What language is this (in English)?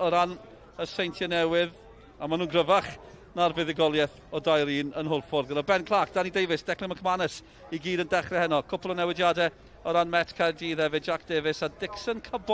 Welsh